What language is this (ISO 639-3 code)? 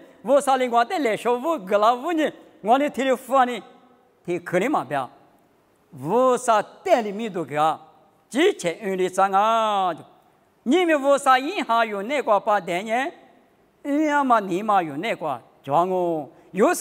lis